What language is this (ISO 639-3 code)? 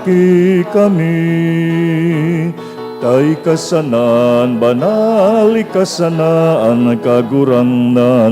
bik